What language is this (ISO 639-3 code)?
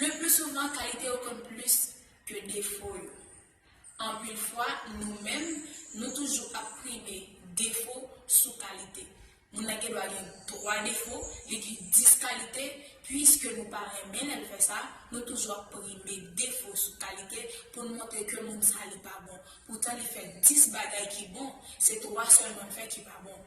hat